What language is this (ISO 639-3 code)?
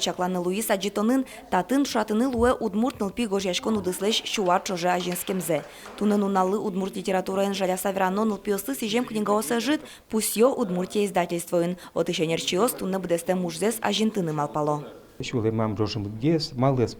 udm